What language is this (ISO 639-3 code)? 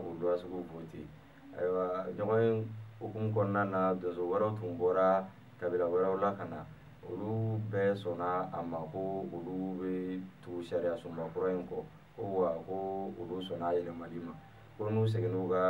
bam